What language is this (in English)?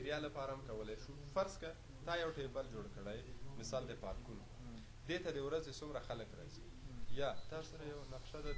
Pashto